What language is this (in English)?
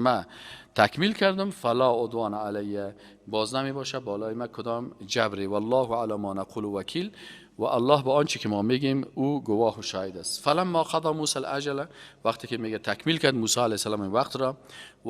Persian